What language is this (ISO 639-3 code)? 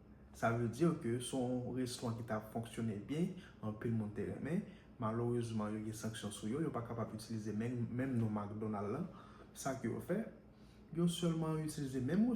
hat